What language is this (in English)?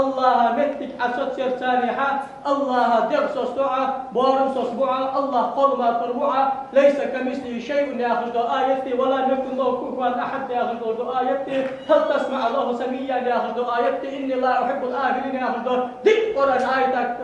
Ingush